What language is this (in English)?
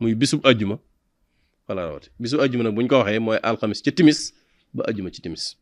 Wolof